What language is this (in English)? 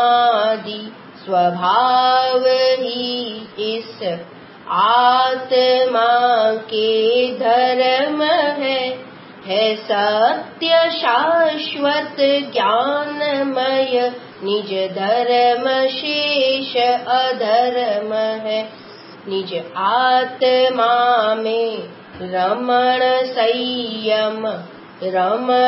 Gujarati